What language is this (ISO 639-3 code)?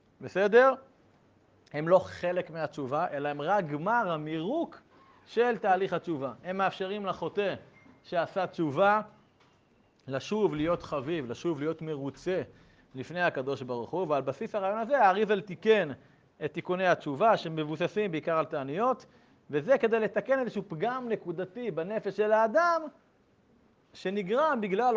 heb